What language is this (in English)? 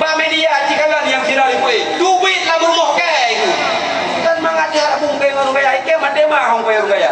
Achinese